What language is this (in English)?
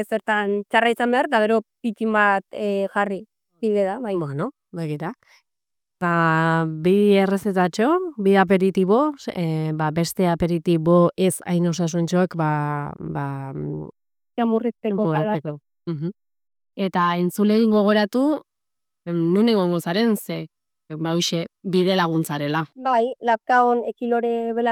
Basque